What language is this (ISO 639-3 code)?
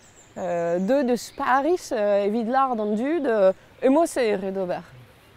bre